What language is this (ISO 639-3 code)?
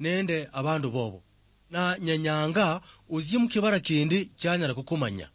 luy